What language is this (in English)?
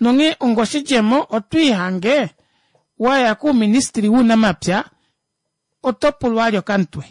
Kuanyama